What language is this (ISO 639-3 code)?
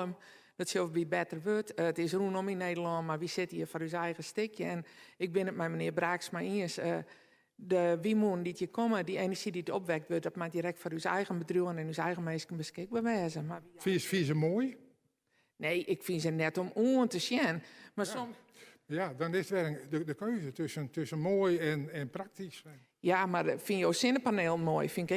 fry